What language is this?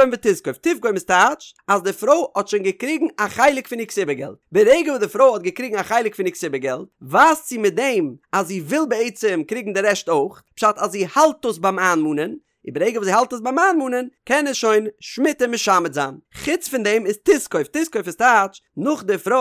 Yiddish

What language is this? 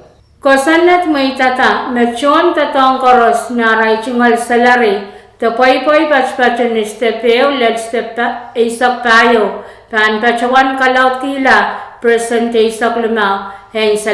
Pohnpeian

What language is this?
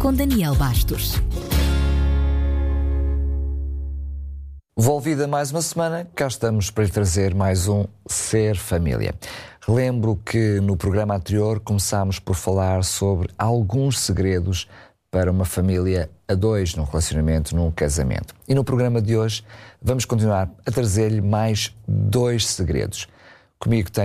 Portuguese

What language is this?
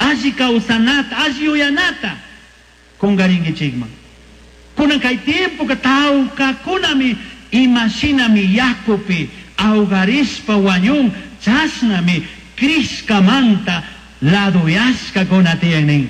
Chimborazo Highland Quichua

